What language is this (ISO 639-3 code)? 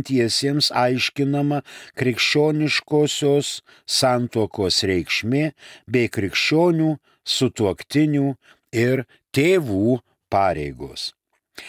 lit